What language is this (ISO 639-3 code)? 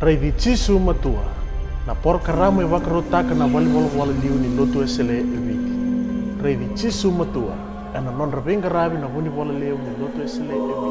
fij